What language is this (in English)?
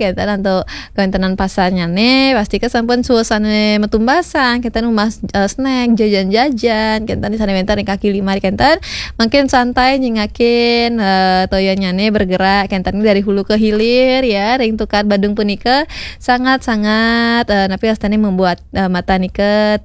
Balinese